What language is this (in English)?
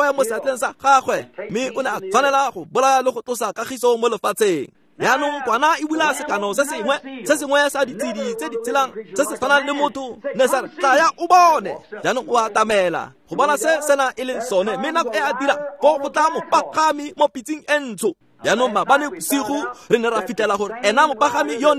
Tswana